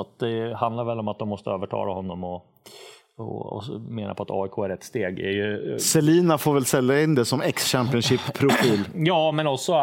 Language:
Swedish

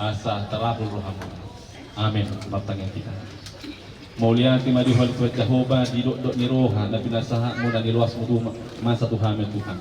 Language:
Batak Toba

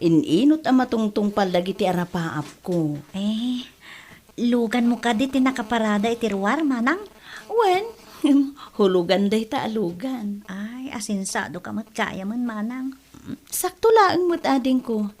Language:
Iloko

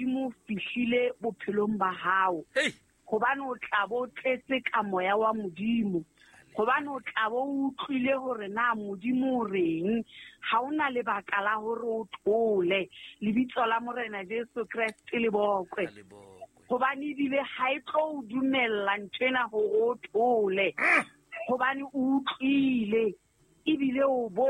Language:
Southern Sotho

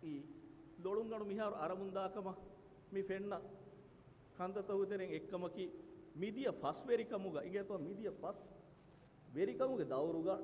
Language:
Divehi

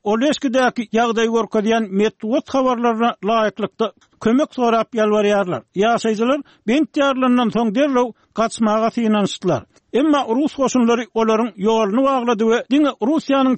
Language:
Turkmen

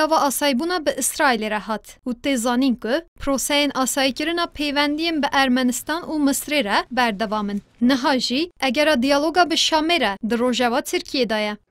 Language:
Kurdish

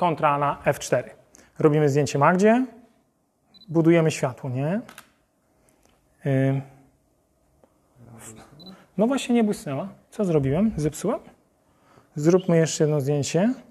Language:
Polish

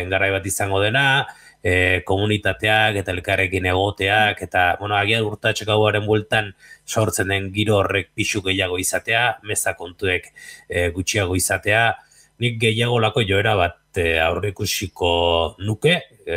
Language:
Basque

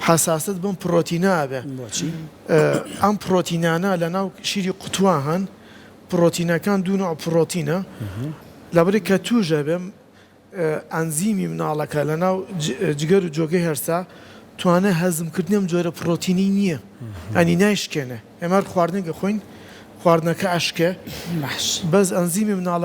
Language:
Central Kurdish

